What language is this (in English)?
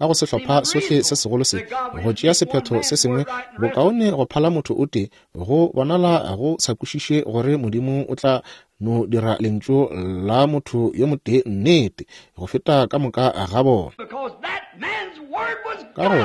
Northern Sotho